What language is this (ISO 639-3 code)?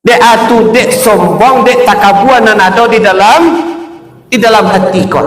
min